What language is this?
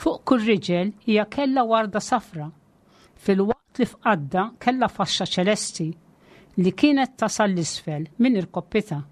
Maltese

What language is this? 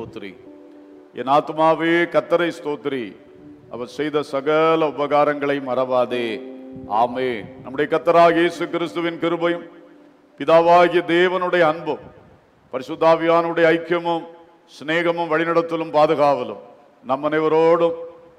Tamil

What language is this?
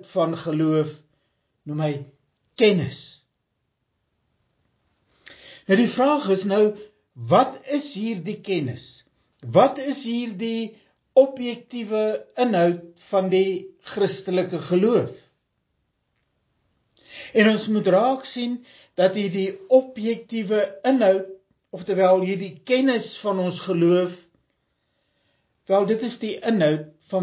Afrikaans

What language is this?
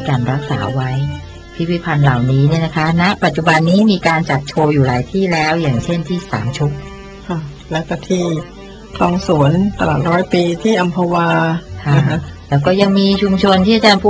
Thai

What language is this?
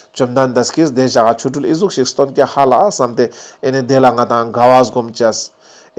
Ladakhi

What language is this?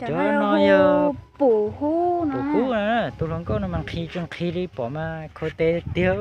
Hmong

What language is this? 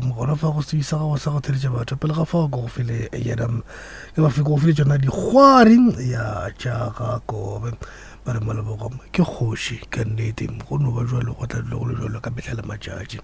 Northern Sotho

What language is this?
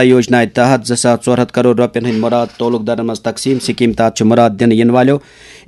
Kashmiri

